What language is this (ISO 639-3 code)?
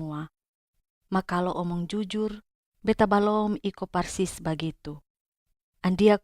mkn